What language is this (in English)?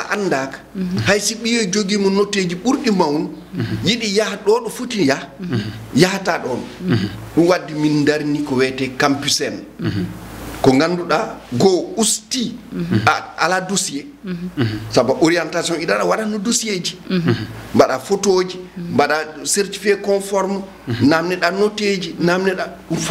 Fula